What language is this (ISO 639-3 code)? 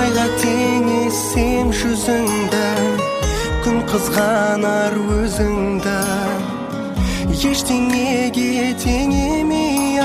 kaz